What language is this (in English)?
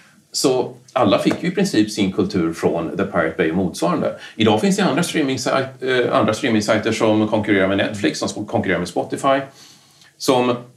Swedish